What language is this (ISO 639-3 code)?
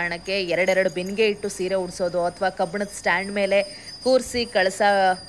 kan